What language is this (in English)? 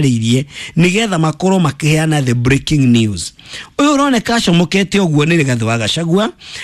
Kikuyu